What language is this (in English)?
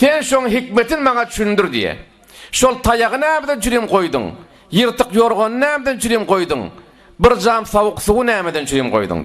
Turkmen